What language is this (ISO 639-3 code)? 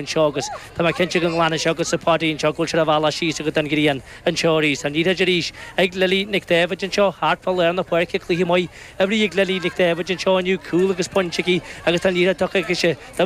gle